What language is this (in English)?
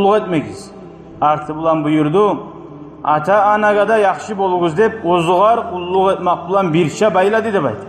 Kumyk